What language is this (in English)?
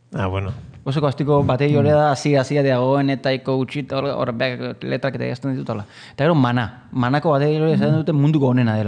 Basque